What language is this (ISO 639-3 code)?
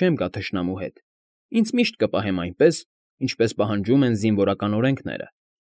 hye